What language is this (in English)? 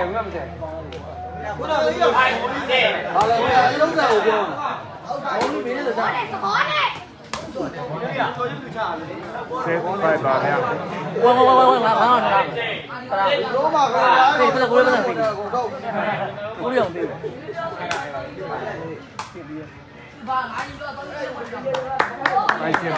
Burmese